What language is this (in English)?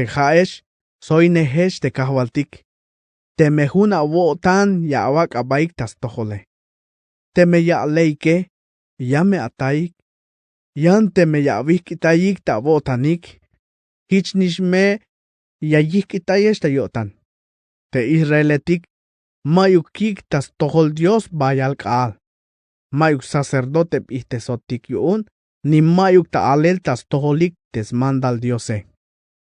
Tzeltal